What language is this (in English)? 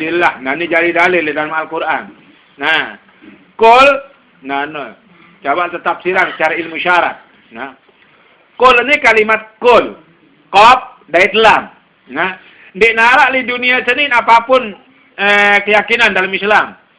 Sasak